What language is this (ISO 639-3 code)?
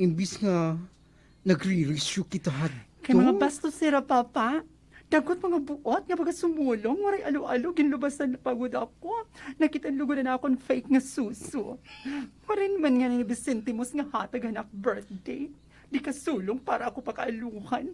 war